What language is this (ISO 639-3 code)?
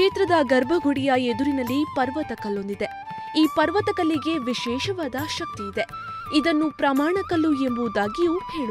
kan